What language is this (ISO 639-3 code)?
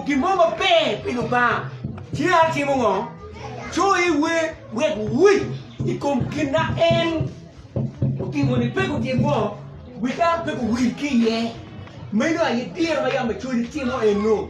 ach